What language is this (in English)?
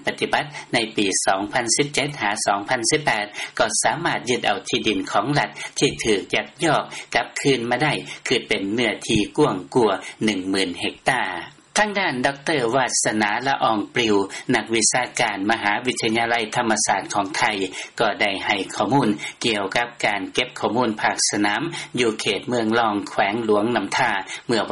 Lao